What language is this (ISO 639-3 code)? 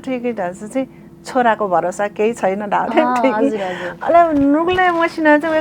new